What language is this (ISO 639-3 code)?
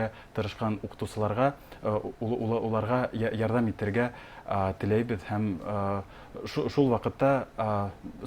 bak